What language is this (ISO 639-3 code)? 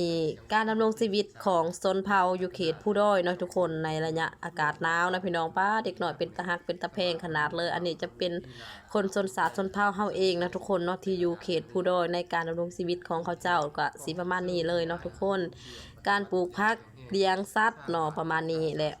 lao